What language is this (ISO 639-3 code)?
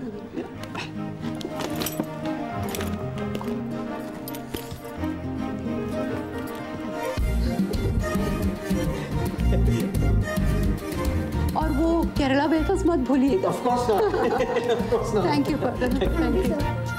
hin